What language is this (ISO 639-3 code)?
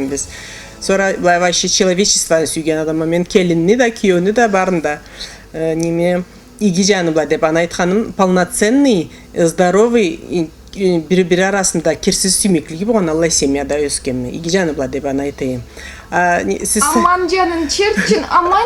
krc